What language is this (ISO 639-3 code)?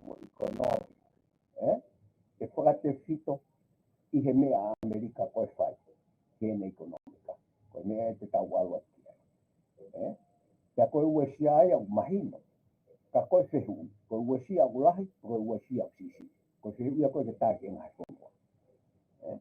ton